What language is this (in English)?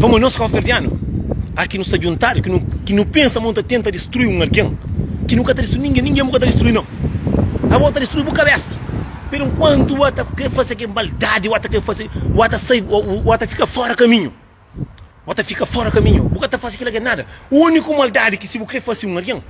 Kabuverdianu